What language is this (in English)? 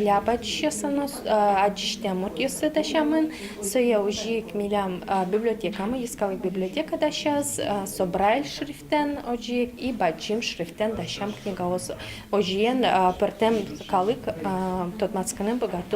Udmurt